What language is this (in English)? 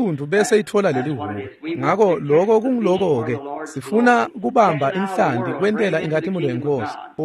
Swati